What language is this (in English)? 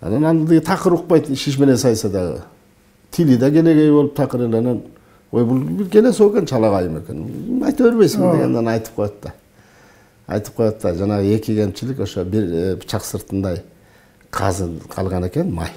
Kyrgyz